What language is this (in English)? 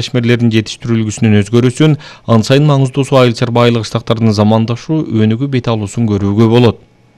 Kyrgyz